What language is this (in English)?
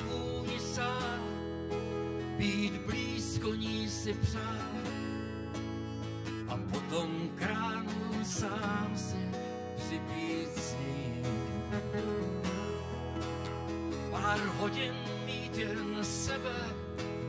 Czech